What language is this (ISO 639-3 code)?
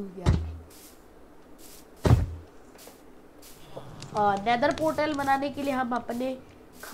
hin